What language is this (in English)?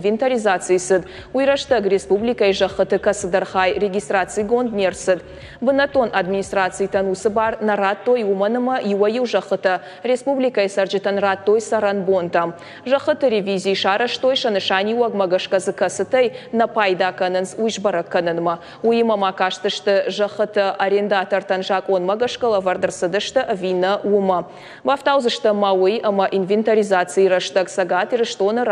Ossetic